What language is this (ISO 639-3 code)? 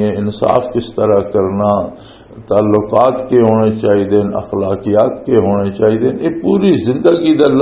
lah